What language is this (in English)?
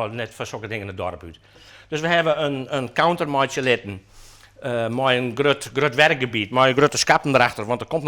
Western Frisian